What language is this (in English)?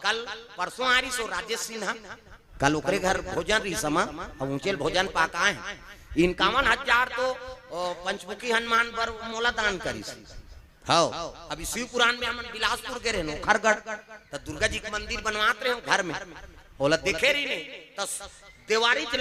Chhattisgarhi